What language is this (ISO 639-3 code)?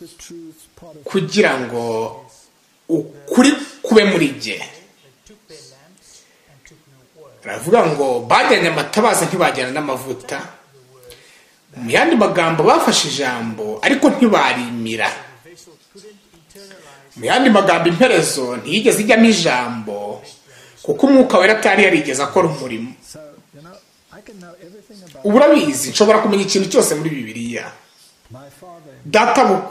kin